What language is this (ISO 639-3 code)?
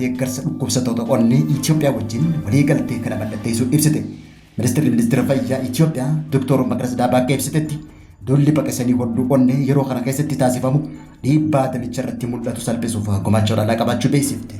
orm